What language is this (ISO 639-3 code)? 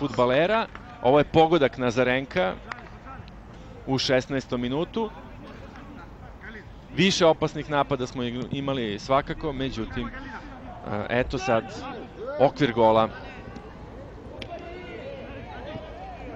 srp